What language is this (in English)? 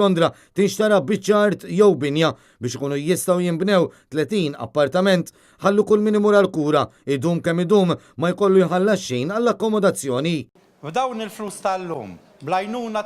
Maltese